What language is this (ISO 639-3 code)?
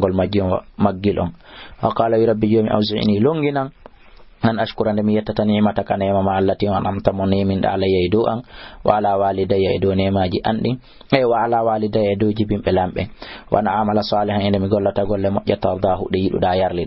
ful